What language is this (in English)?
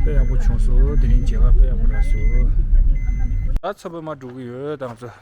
Tibetan